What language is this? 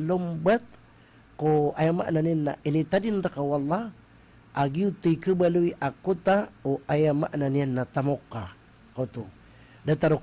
Maranao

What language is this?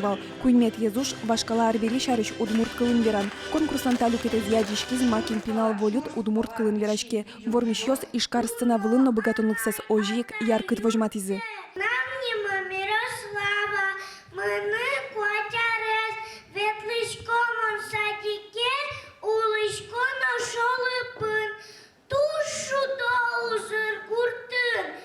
Udmurt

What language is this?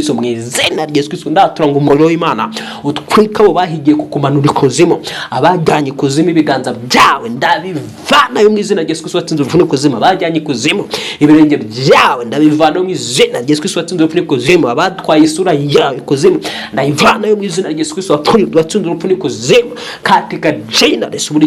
Kinyarwanda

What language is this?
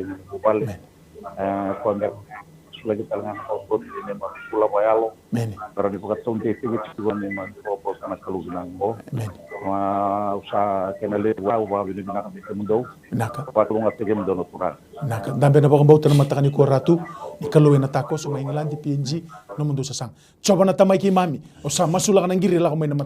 Fijian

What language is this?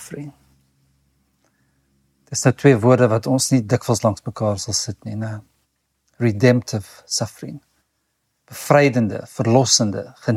Afrikaans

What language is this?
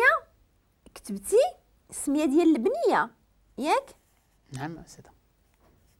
Moroccan Arabic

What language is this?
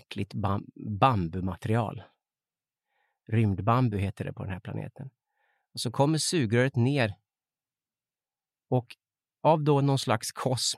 Swedish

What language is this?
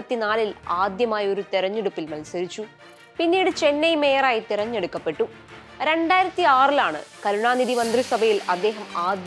Malayalam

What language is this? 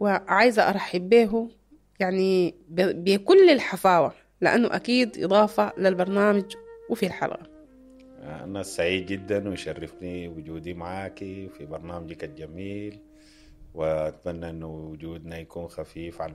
Sudanese Arabic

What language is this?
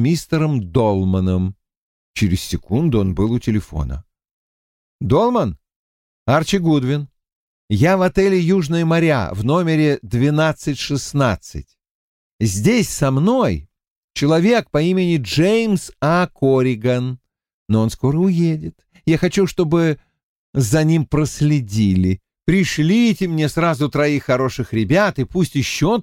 Russian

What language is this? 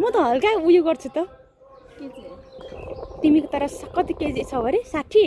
Nepali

